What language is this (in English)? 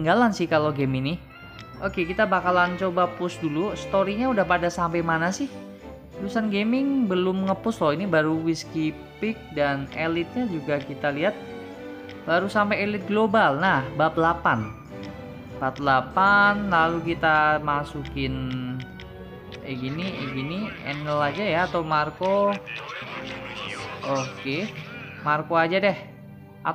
Indonesian